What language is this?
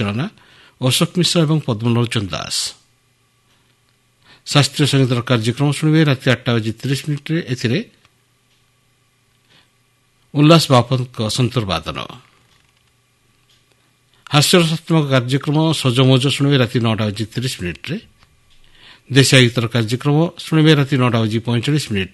Odia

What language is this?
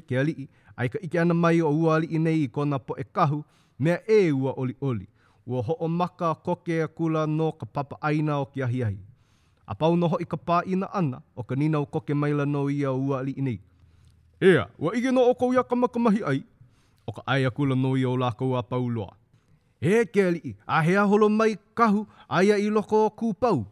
Hawaiian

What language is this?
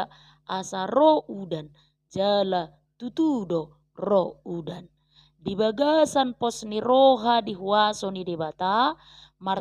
Batak Toba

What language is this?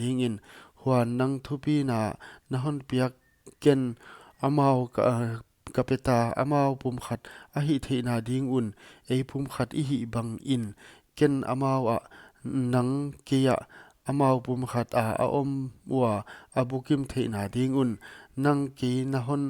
Paite Chin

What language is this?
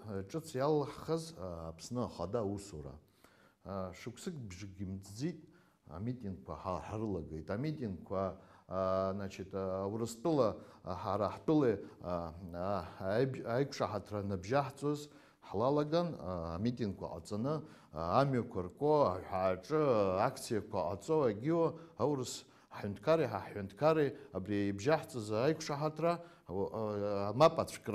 Abkhazian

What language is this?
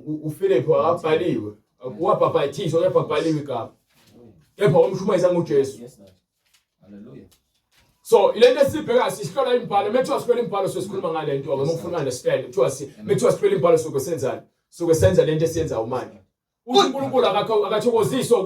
Zulu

